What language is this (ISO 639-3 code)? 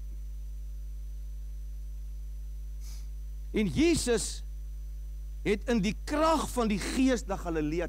afr